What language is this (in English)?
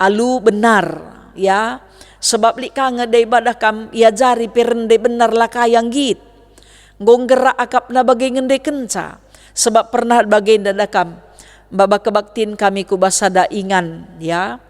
Batak Karo